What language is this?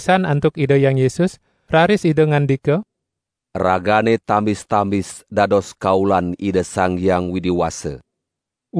Balinese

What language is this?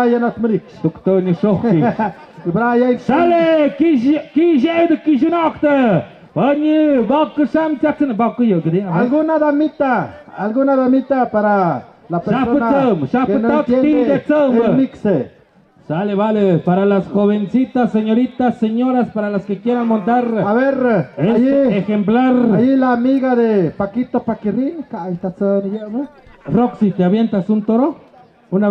Tlahuitoltepec Mixe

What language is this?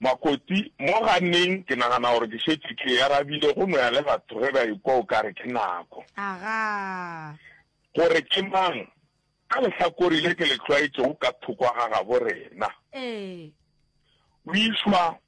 Northern Sotho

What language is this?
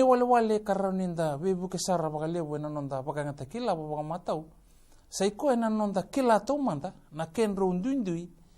Fijian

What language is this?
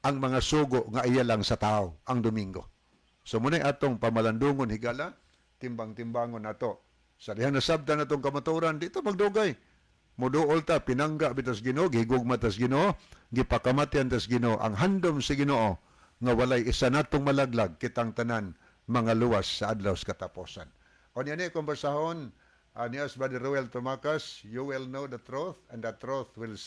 Cebuano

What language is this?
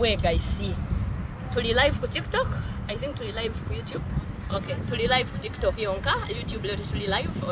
Soga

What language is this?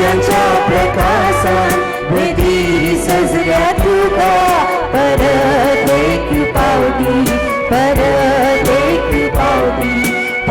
Konkani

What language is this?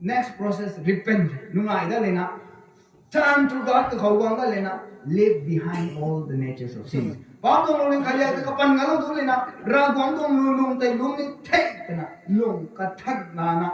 Rongmei Naga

